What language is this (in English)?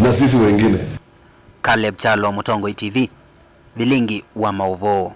Kamba